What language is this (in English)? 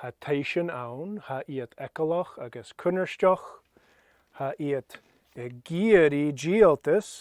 Scottish Gaelic